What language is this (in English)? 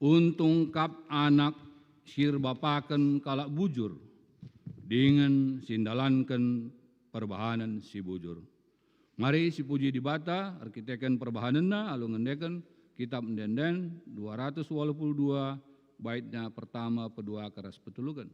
Batak Karo